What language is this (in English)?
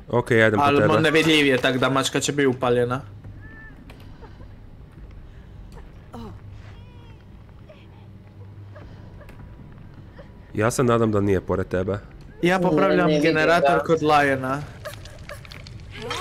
Croatian